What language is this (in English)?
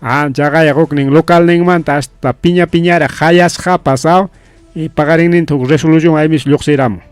Ayacucho Quechua